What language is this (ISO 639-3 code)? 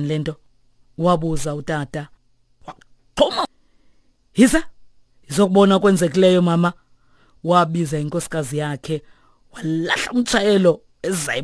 xho